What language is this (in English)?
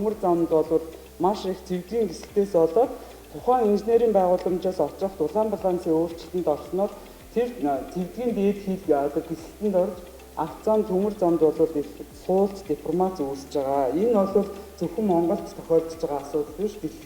Mongolian